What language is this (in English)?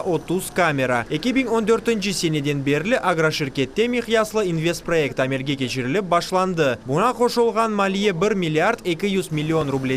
Crimean Tatar